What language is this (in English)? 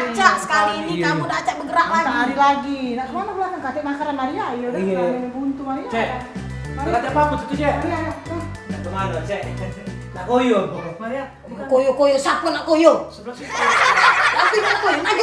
Musi